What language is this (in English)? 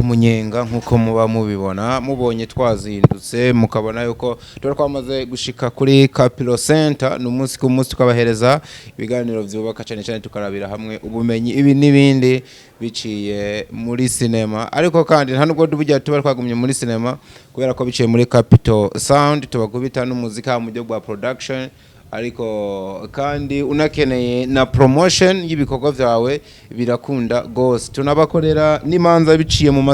Rundi